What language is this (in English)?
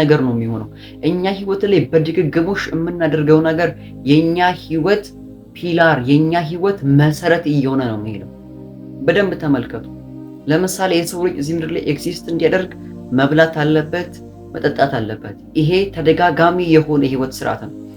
Amharic